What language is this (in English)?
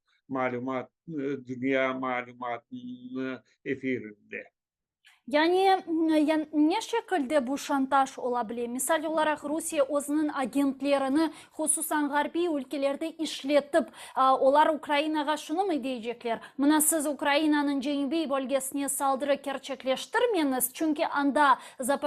Crimean Tatar